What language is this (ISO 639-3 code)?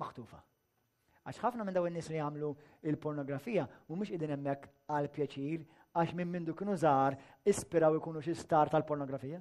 mlt